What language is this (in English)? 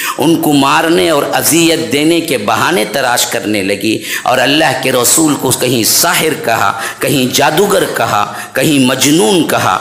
Urdu